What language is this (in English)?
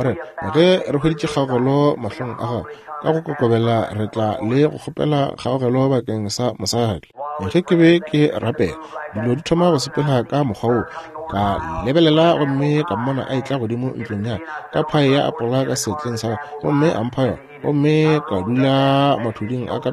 Northern Sotho